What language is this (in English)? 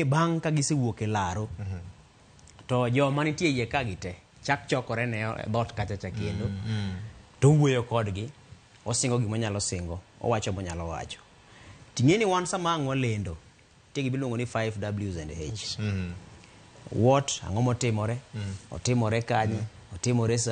Luo (Kenya and Tanzania)